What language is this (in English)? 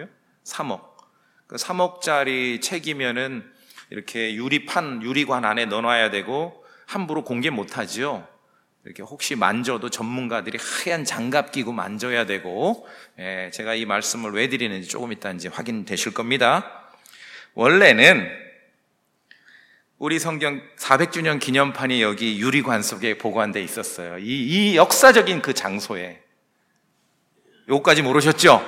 Korean